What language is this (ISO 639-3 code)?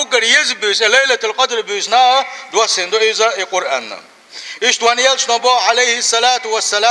che